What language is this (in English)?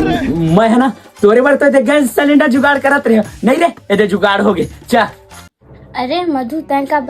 Chhattisgarhi